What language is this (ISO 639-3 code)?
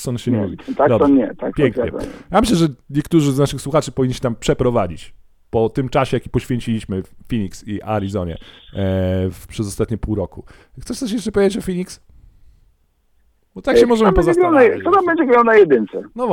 pol